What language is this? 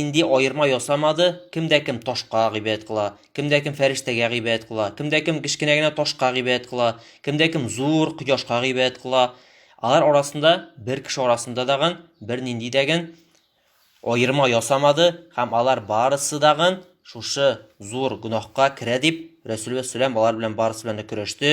Tatar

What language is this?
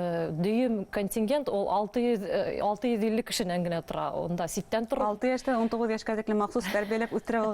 Bashkir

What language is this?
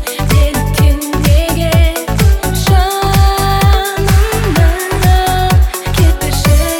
Kazakh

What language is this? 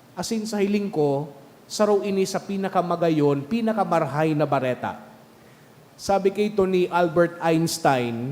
Bikol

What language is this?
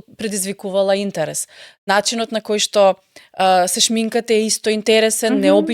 Macedonian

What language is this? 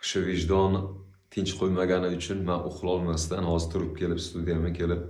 Uzbek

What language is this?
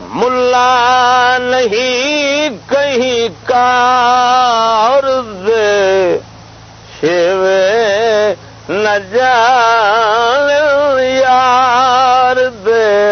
Saraiki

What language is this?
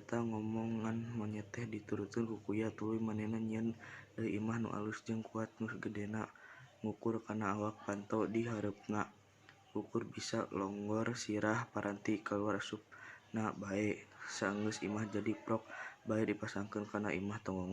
Sundanese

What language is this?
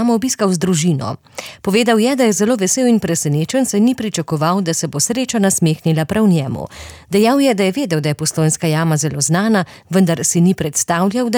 Slovenian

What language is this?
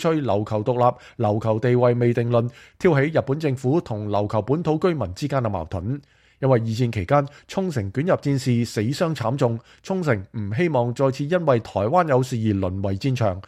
Cantonese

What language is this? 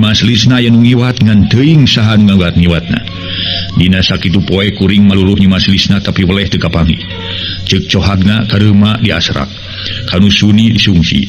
Sundanese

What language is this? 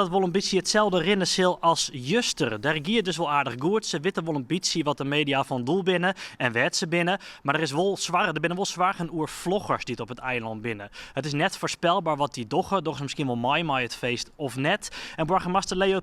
Western Frisian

